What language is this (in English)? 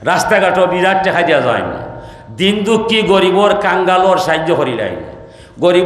Sylheti